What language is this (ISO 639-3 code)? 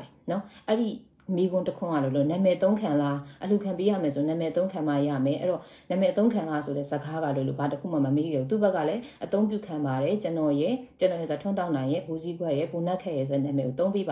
mya